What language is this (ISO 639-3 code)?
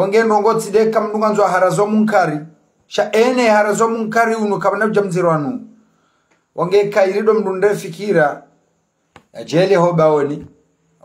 zdj